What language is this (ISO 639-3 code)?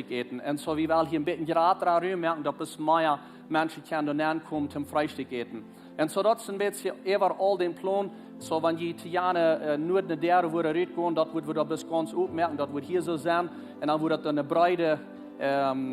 pdt